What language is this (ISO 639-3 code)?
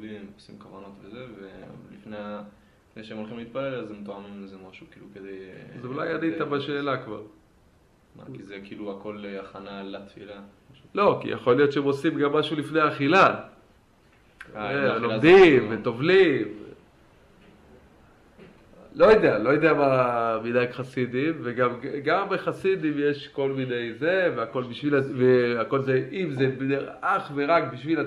heb